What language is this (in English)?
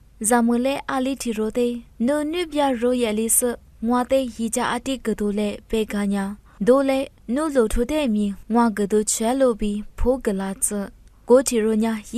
Lisu